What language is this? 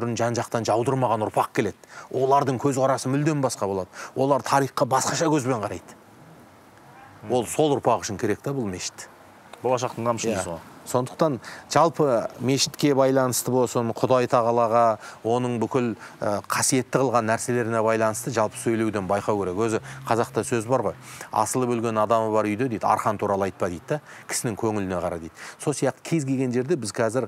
Kazakh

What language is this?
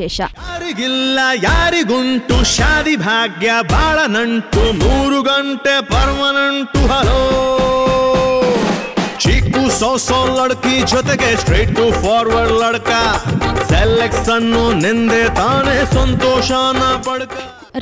Kannada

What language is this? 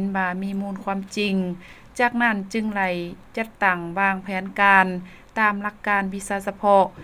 Lao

